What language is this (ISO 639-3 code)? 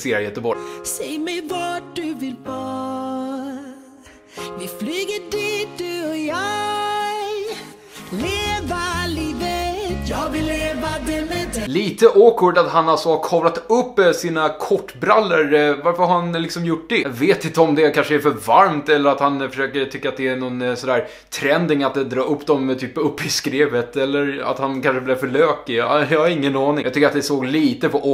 swe